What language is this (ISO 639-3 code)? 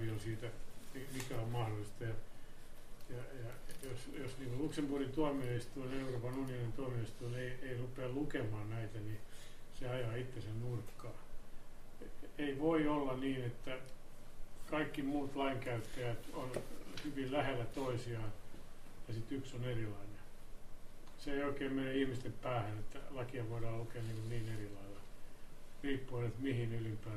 fin